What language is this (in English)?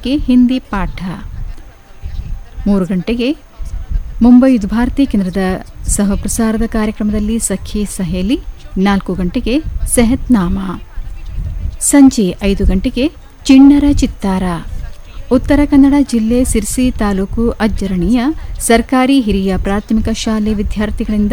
Kannada